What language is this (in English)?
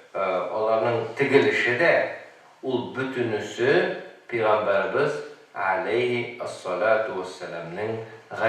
Tatar